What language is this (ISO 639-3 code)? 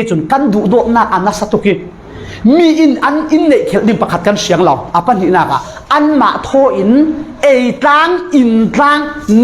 cfm